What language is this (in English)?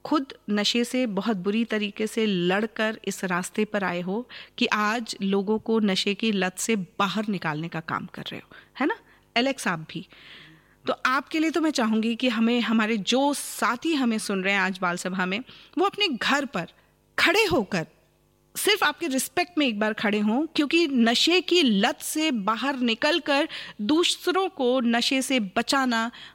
Hindi